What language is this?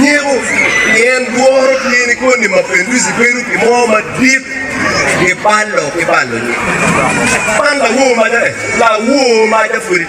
Acoli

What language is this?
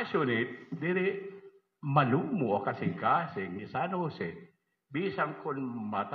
Waray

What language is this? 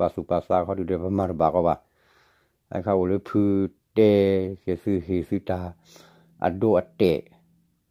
S'gaw Karen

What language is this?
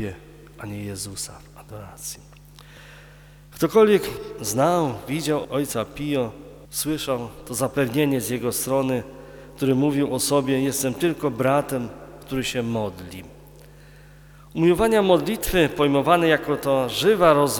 Polish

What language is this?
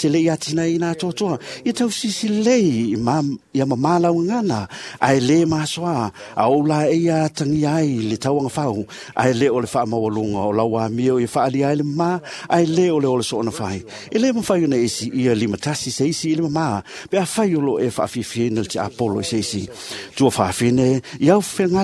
Samoan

